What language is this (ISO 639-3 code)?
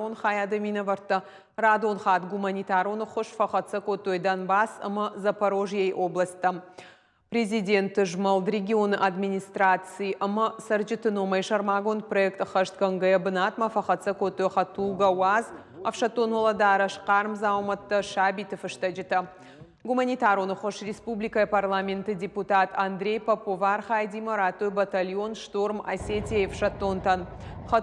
oss